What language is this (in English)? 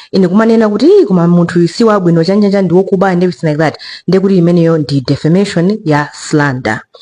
Nyanja